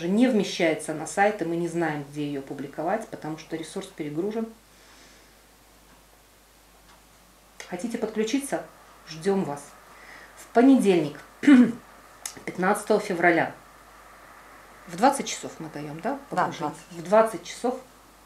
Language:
Russian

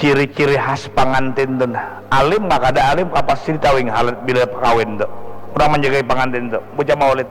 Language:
Banjar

